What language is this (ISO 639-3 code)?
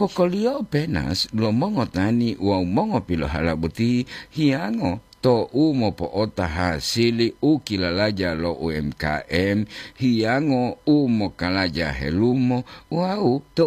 gor